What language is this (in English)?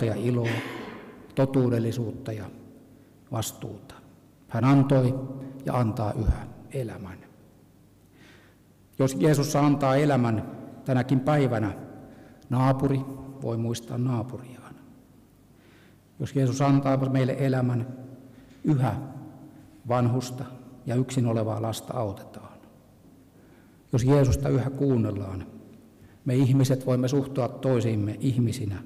Finnish